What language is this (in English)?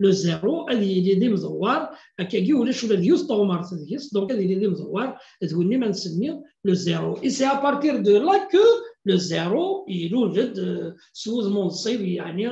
Kabyle